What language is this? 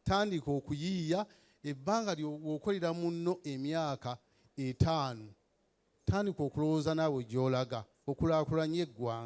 Ganda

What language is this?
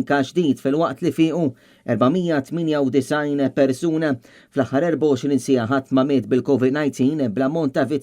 Maltese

